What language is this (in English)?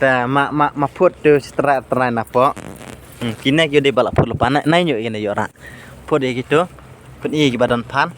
Khasi